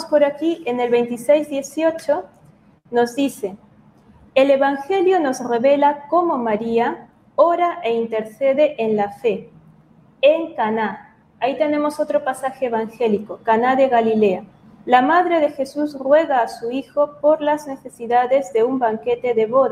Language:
Spanish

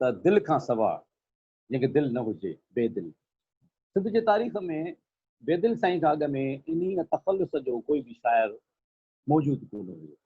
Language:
Sindhi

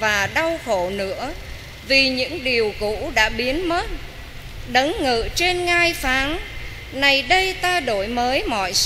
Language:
Vietnamese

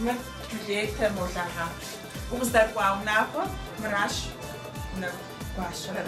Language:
Kabardian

